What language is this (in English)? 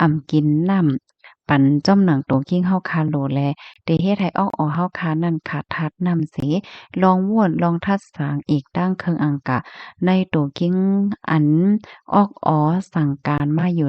Shan